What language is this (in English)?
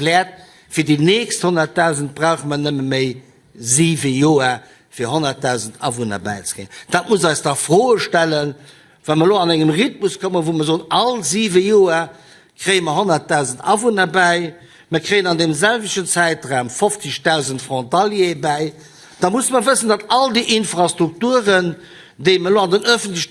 Luxembourgish